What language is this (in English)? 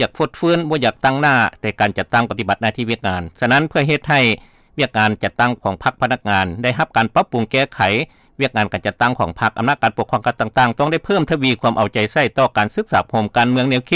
Lao